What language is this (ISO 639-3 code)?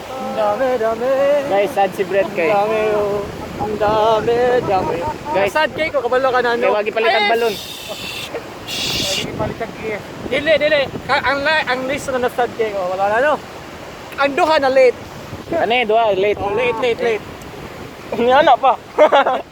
ceb